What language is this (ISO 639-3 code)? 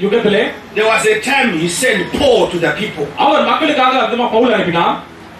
tam